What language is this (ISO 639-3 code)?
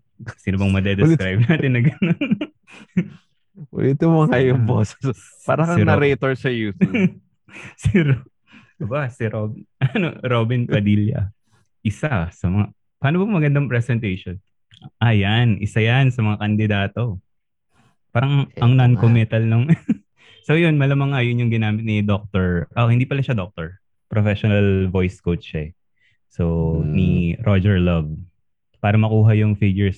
fil